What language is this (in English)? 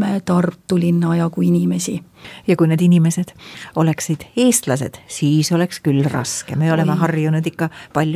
Estonian